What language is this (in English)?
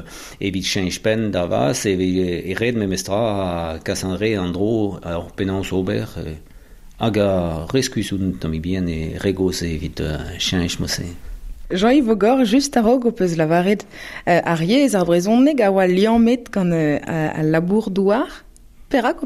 Breton